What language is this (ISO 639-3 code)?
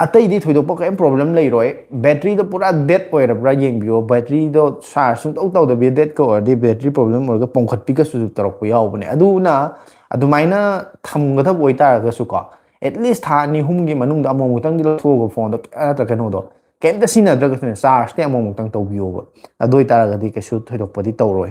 mni